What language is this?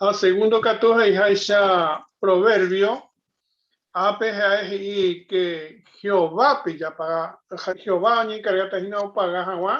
Guarani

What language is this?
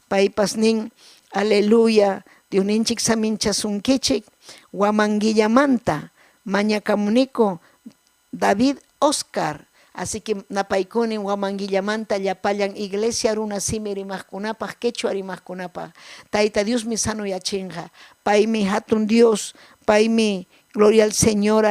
Ayacucho Quechua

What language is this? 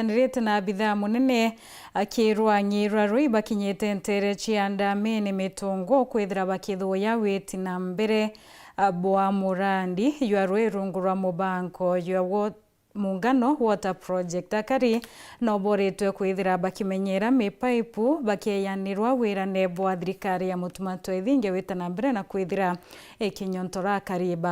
Meru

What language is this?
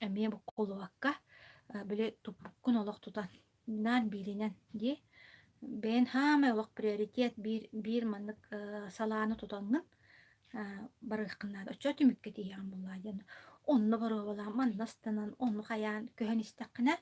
Yakut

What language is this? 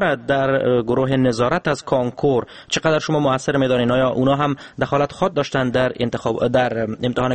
Persian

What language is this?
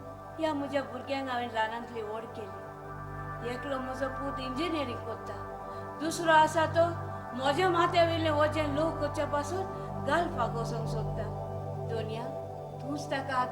Konkani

